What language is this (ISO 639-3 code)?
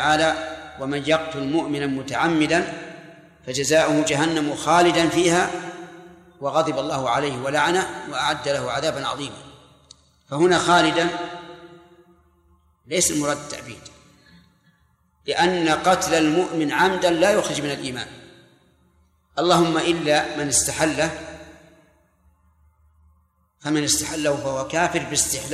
ara